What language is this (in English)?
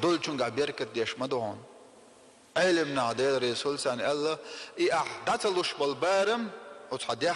Chechen